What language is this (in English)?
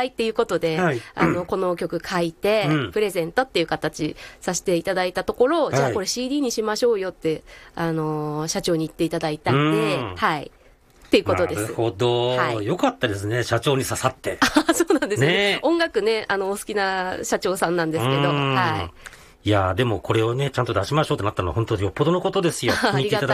Japanese